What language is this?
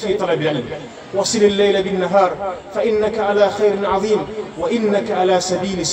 Arabic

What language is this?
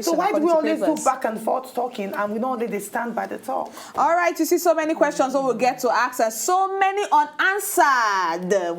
Nigerian Pidgin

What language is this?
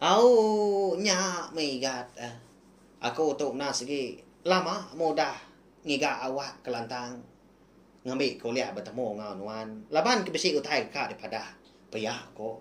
Iban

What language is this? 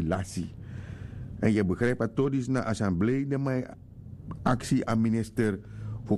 Sranan Tongo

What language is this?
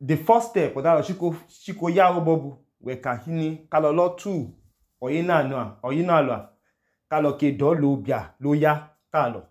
Idoma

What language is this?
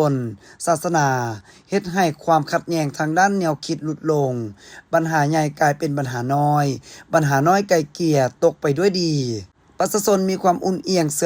Lao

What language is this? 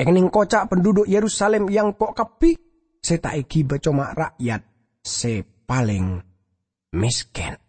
Madurese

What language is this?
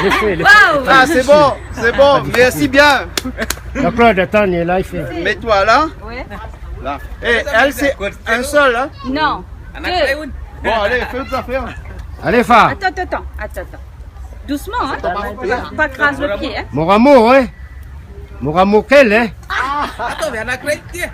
Réunion Creole French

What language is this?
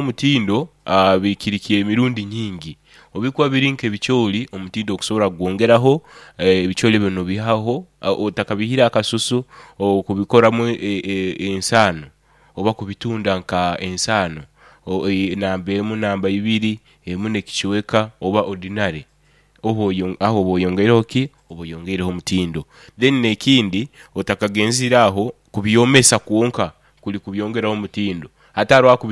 Nyoro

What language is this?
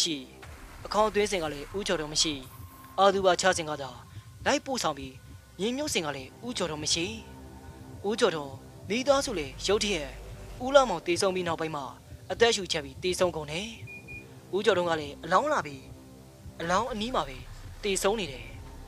Burmese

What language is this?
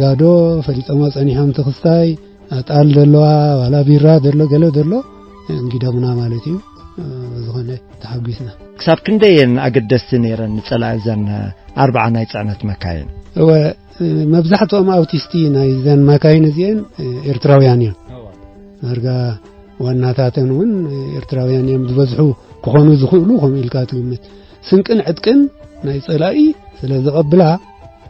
Tigrinya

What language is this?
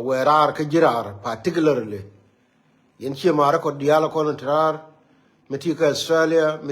Nuer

